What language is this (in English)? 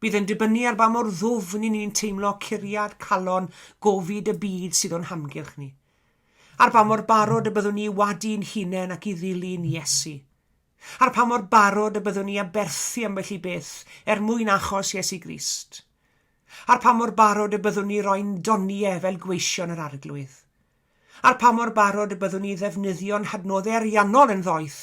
Welsh